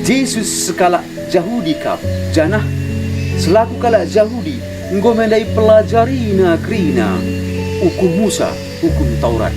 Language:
Batak Karo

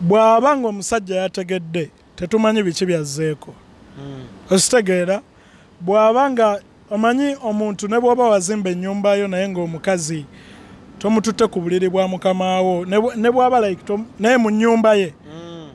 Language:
Ganda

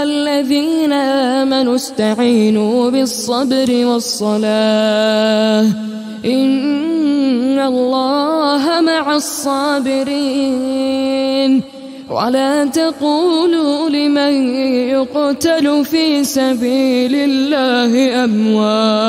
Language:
Arabic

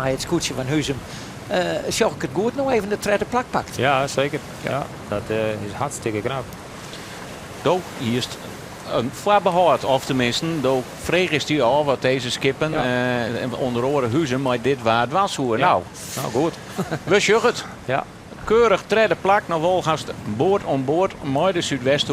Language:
Western Frisian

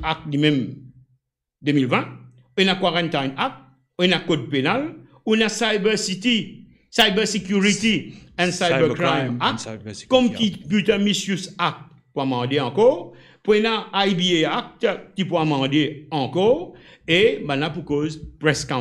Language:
Morisyen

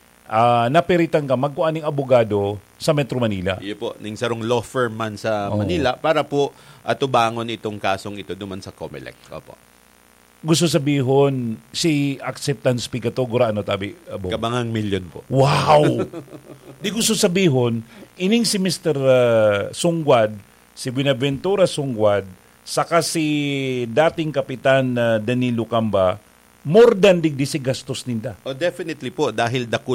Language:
Bikol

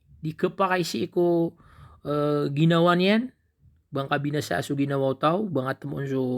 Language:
Maranao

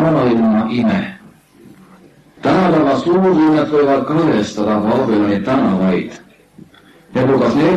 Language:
Estonian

